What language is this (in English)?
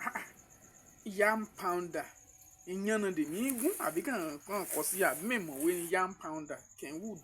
Yoruba